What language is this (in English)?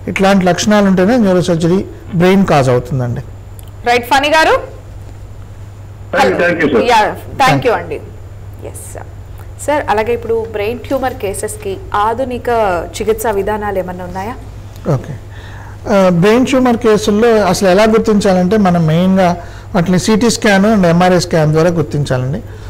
Telugu